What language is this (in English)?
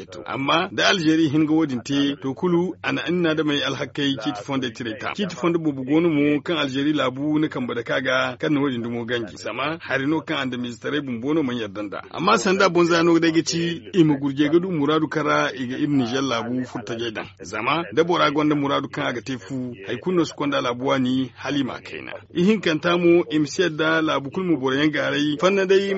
Zarma